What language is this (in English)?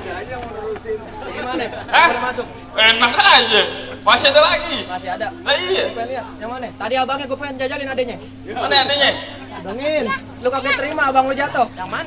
Betawi